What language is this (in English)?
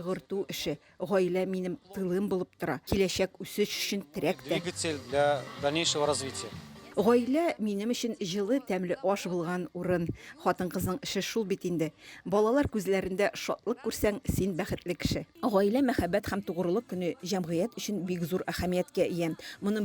Tatar